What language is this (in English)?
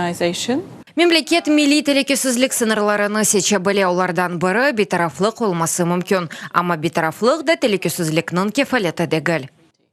Crimean Tatar